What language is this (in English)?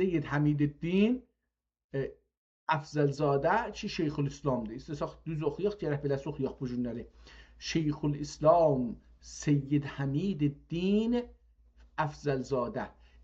South Azerbaijani